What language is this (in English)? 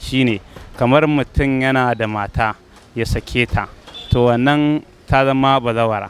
Hausa